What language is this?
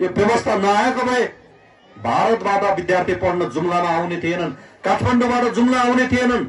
Nepali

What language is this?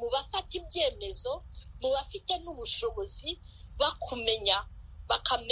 Kinyarwanda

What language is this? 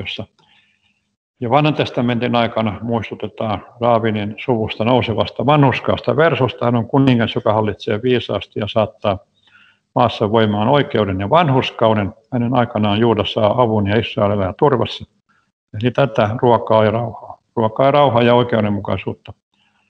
Finnish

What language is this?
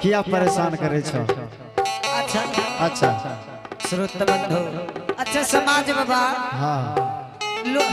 Angika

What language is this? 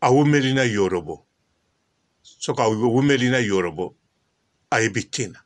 Lingala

